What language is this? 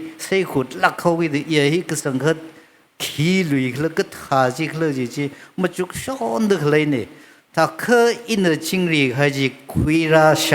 Tangkhul Naga (India)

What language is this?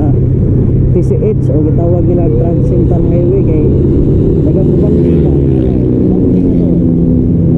Cebuano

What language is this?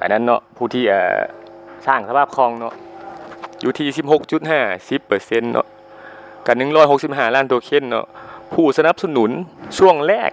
Lao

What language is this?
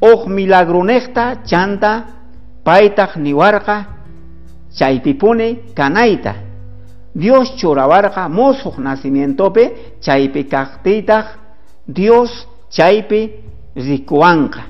South Bolivian Quechua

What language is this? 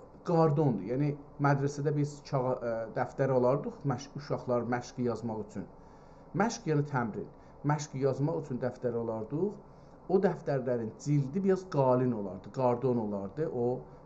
South Azerbaijani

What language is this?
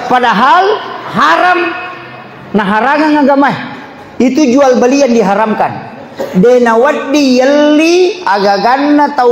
Buginese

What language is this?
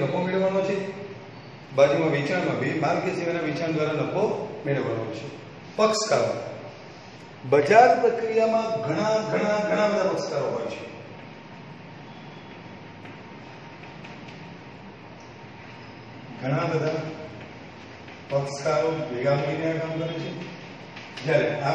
Gujarati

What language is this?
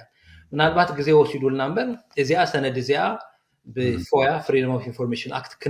Tigrinya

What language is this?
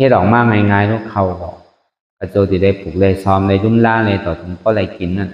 Shan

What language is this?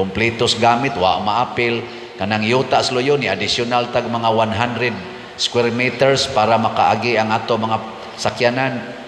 Cebuano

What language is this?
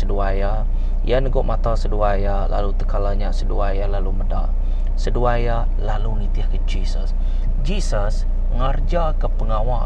Iban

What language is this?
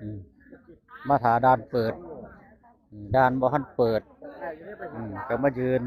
Northeastern Thai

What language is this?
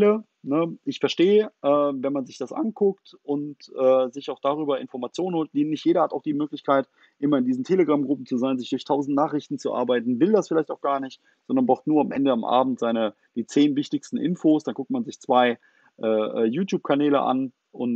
German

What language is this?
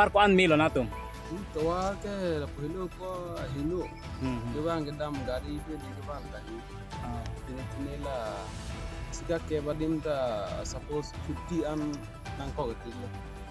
Karbi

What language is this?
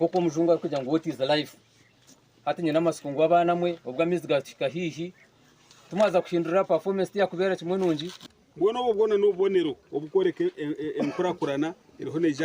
Nyankole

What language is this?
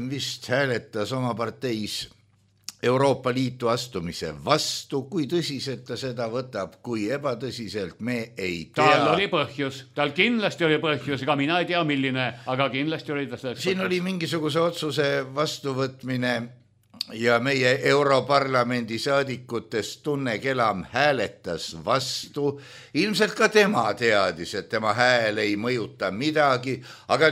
Estonian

